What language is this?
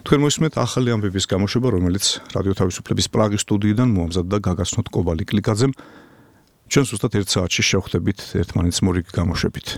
Georgian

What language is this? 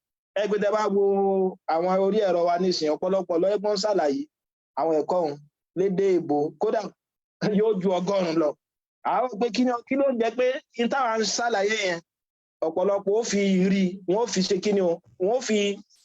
Yoruba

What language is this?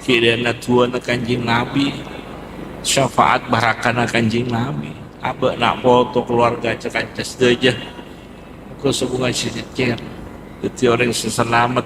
Madurese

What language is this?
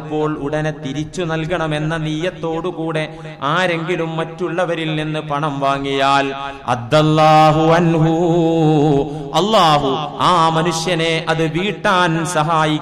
Malayalam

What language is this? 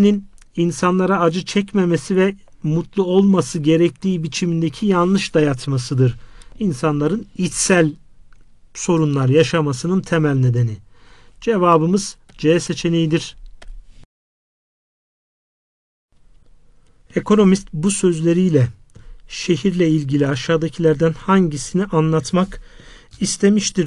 Turkish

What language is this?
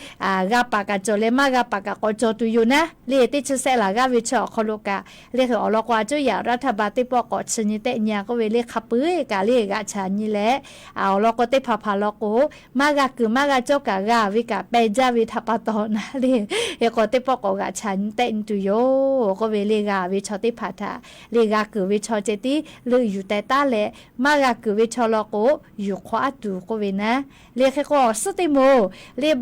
Lahu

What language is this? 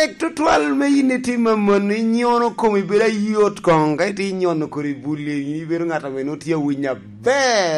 Lango (Uganda)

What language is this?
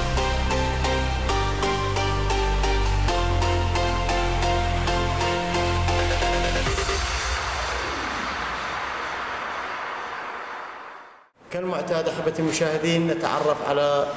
Arabic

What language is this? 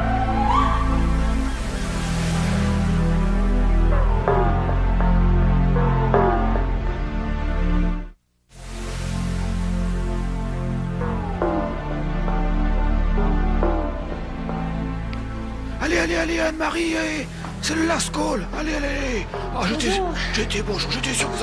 French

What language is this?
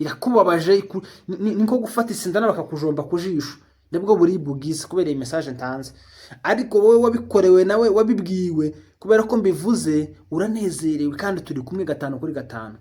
Rundi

